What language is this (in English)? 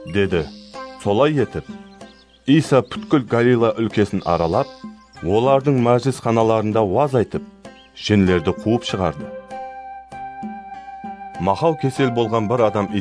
Kara-Kalpak